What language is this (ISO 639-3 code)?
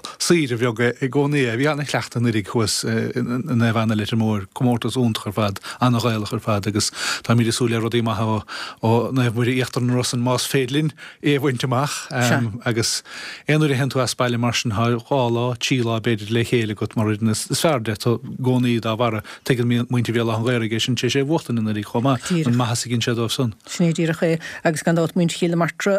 gle